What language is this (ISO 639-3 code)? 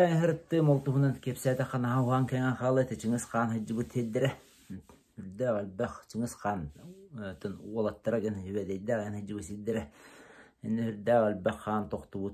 sah